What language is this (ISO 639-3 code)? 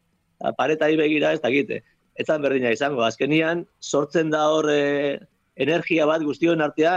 eus